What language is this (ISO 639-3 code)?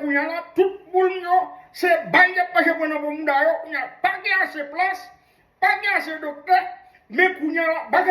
hat